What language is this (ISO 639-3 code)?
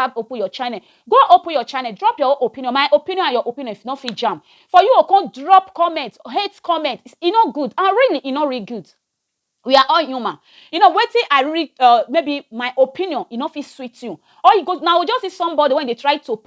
pcm